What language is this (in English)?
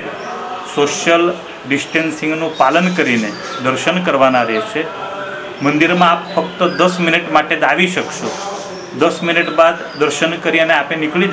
Gujarati